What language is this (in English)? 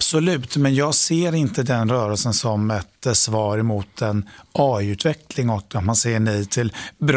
Swedish